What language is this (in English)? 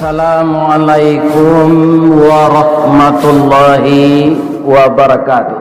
Minangkabau